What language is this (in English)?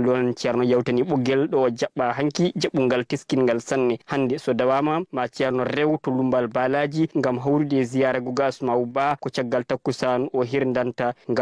Fula